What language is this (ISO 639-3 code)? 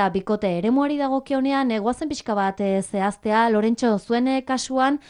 eus